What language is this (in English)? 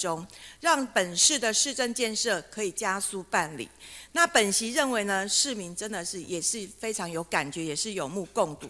Chinese